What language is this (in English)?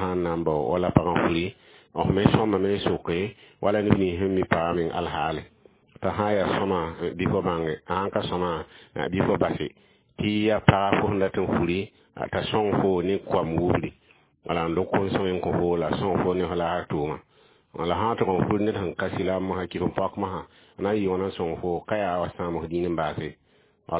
Mossi